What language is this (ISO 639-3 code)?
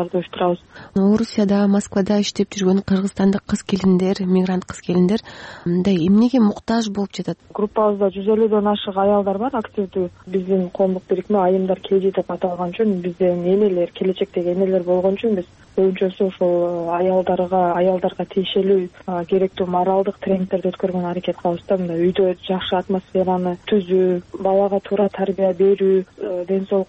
kir